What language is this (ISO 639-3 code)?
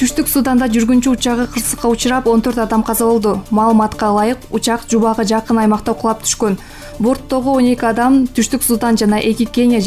kir